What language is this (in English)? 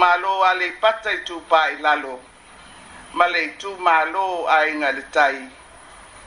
Samoan